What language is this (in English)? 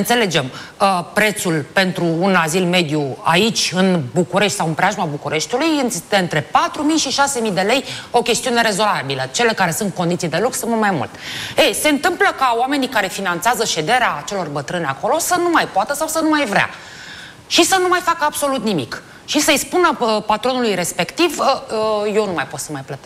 Romanian